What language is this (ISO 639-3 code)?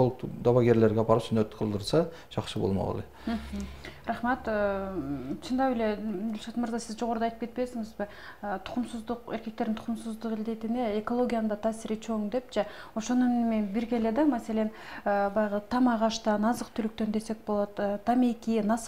kir